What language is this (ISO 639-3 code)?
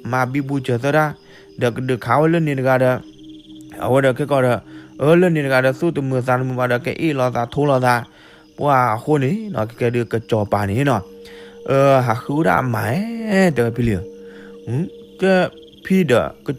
ksw